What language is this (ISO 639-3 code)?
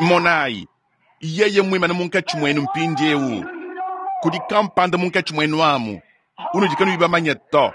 lua